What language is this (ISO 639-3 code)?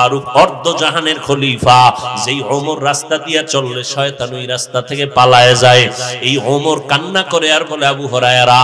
ben